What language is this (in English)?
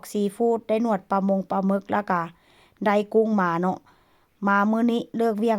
Northeastern Thai